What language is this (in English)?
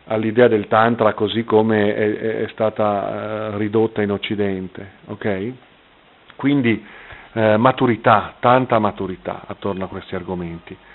Italian